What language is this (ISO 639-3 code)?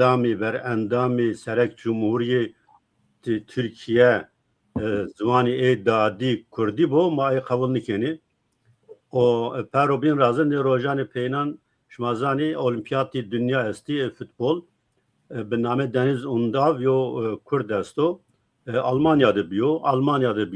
zza